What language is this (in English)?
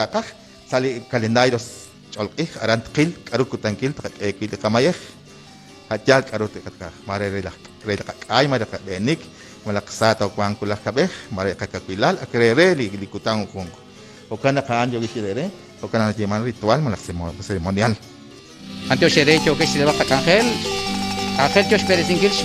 Kekchí